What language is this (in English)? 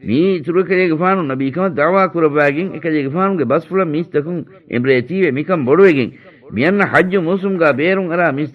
Divehi